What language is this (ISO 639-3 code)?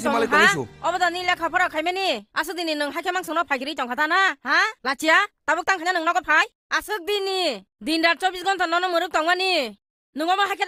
trp